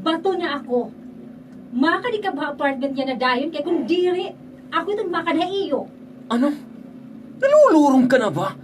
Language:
Waray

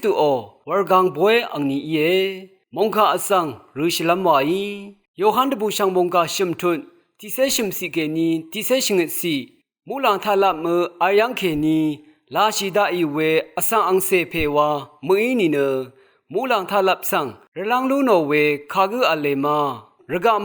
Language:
Rawang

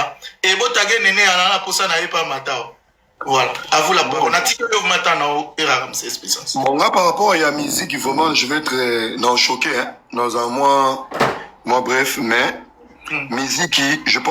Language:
Lingala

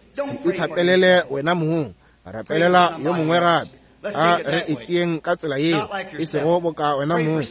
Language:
Northern Sotho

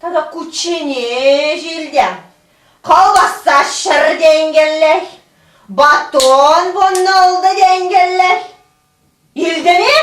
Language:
Chuvash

